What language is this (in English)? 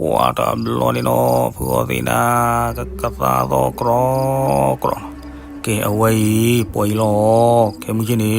S'gaw Karen